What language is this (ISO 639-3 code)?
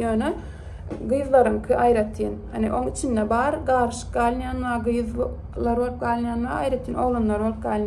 tuk